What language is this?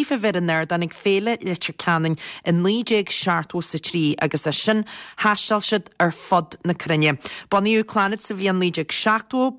Irish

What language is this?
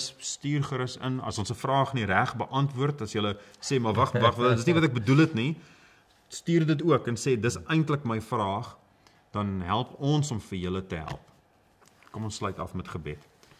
Afrikaans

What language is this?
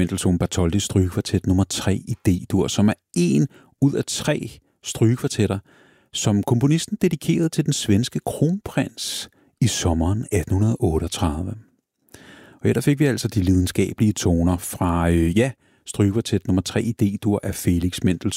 Danish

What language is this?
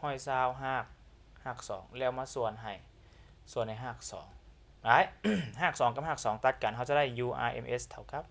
Lao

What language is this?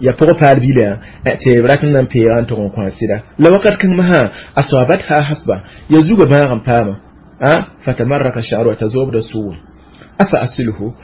Mossi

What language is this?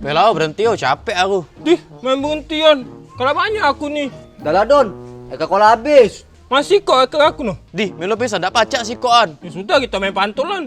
Musi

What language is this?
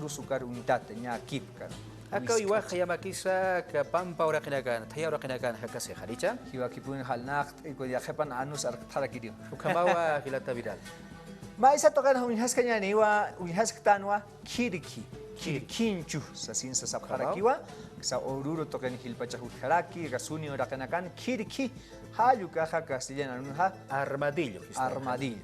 Aymara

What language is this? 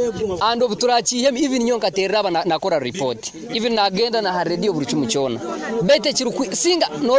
Nyoro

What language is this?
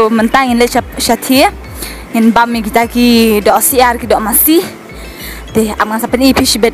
Khasi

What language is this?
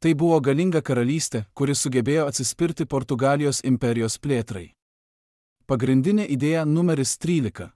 Lithuanian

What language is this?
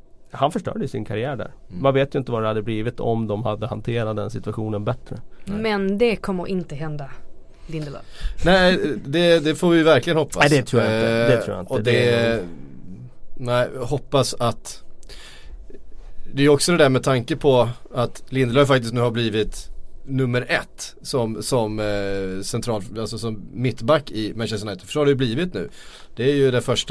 Swedish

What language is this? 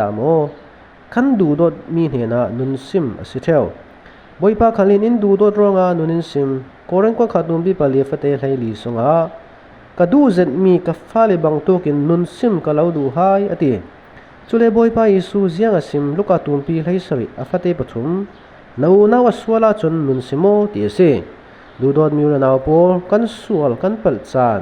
Falam Chin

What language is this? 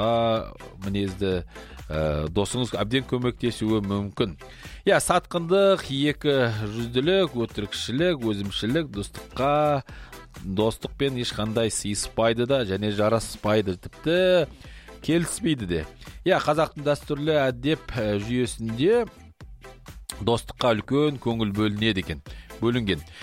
Kazakh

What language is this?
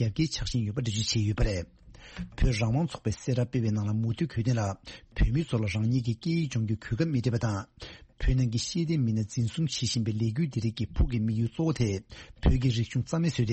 Tibetan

